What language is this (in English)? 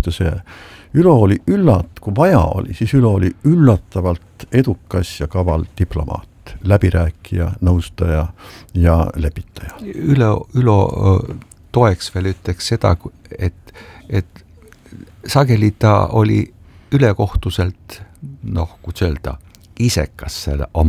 Estonian